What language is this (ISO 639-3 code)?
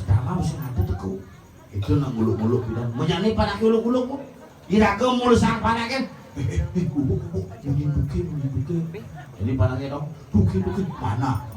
ban